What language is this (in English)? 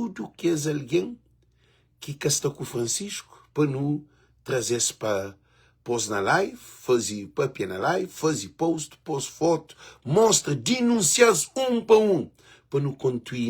Kabuverdianu